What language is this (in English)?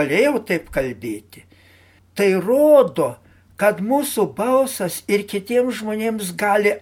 Lithuanian